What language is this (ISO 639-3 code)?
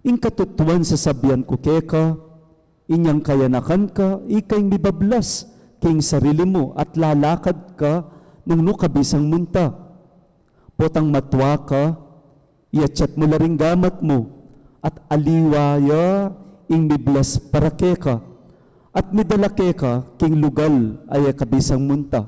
pam